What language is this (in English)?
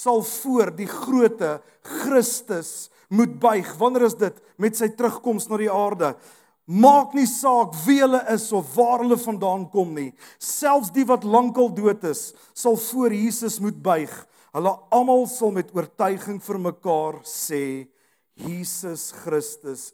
Afrikaans